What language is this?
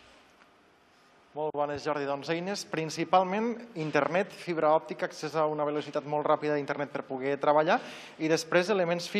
Catalan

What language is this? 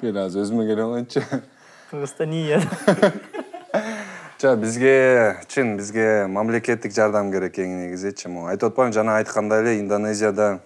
Kyrgyz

